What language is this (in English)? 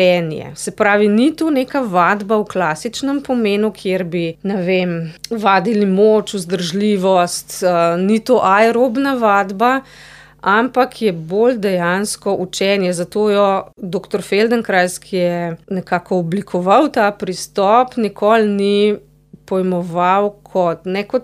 Slovenian